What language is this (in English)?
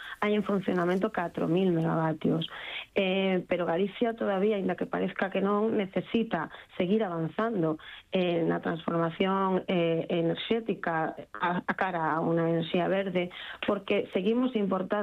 Galician